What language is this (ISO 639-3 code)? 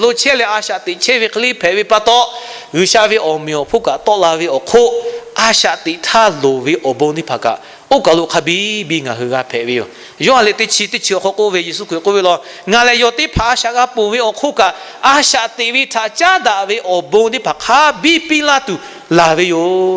lhu